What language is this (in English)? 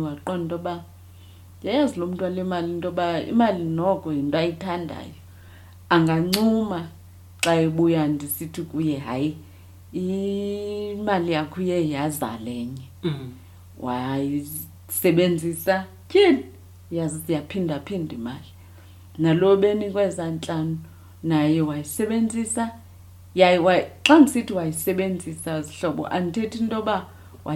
Xhosa